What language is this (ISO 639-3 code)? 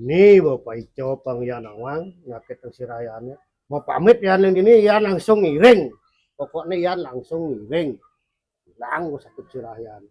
ban